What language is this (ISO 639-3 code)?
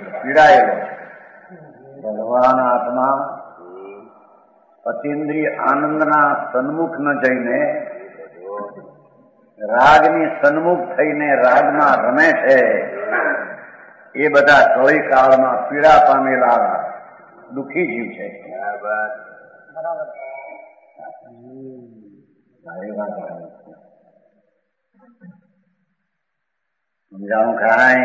guj